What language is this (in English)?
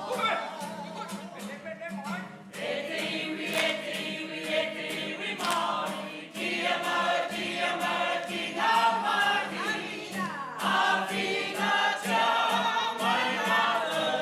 Māori